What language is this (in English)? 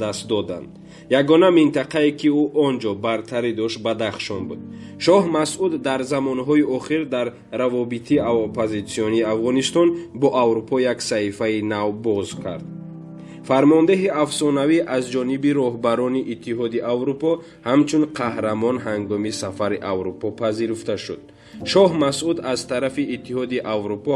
Tajik